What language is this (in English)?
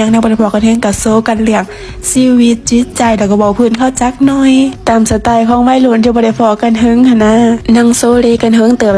Northeastern Thai